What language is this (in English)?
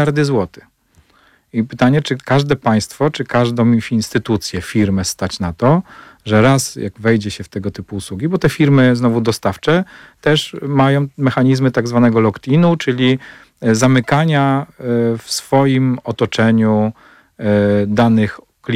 Polish